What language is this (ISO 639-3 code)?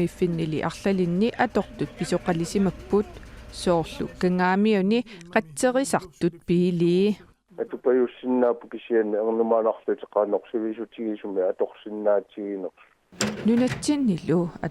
kal